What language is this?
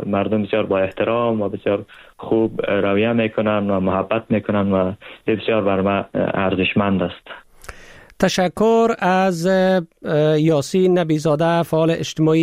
Persian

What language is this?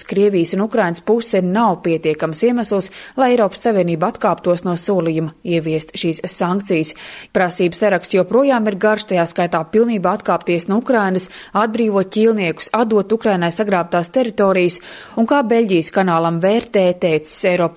Latvian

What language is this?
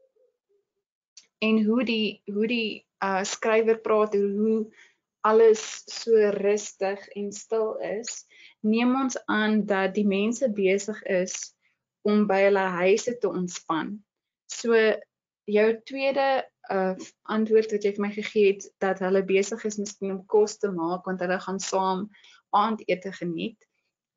Afrikaans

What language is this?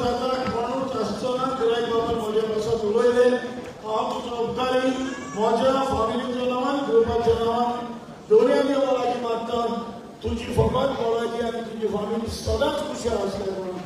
Konkani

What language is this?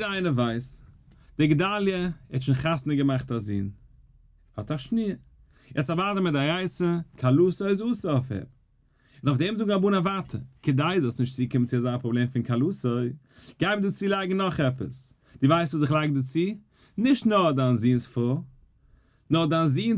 Yiddish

